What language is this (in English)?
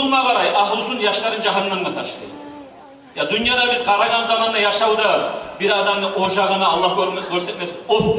Kumyk